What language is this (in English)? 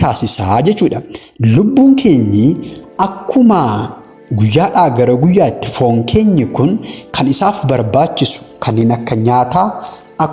Oromo